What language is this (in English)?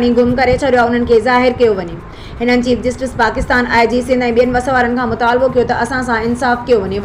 Sindhi